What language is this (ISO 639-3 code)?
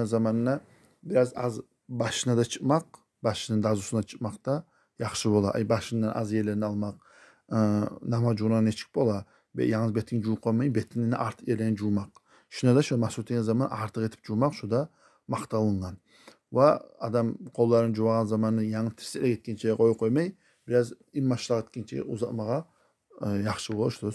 kum